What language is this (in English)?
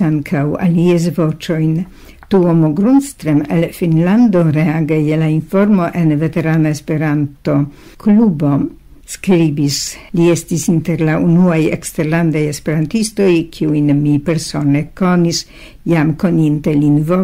Esperanto